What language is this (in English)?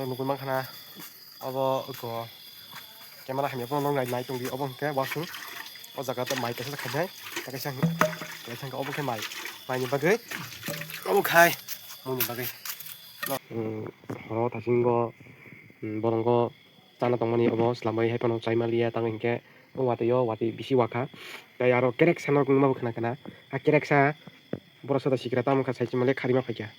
Kok Borok